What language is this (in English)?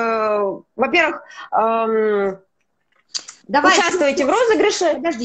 Russian